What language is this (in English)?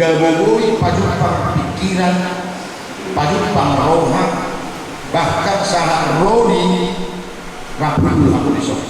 Batak Toba